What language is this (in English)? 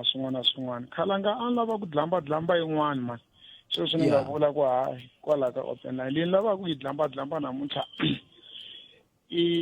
Tsonga